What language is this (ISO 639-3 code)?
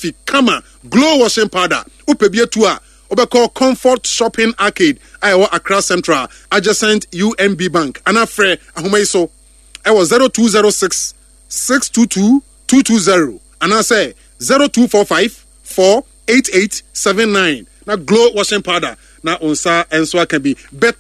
aka